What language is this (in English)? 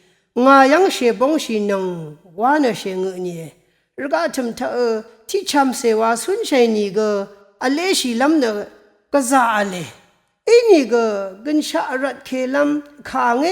Rawang